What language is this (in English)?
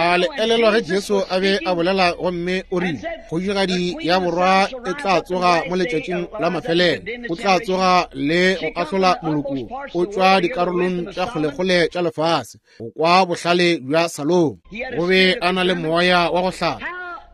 Northern Sotho